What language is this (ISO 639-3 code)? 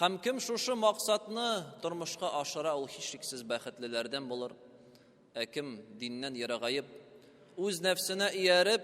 tat